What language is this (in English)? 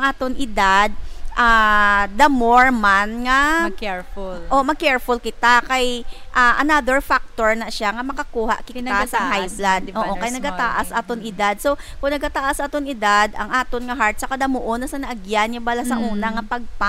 Hiligaynon